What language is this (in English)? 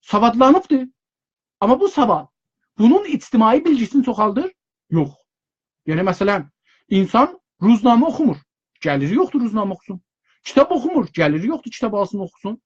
South Azerbaijani